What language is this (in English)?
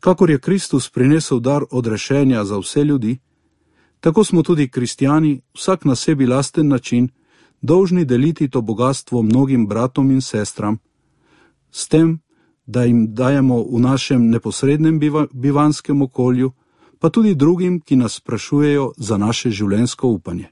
Slovenian